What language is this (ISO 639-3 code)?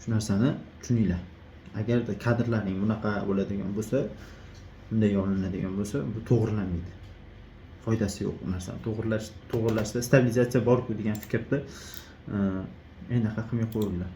uzb